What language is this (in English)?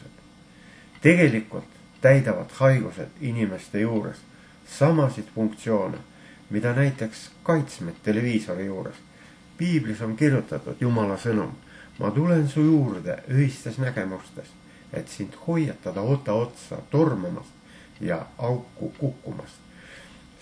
Estonian